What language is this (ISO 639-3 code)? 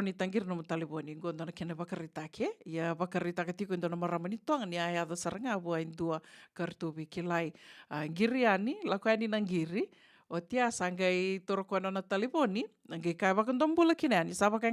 fij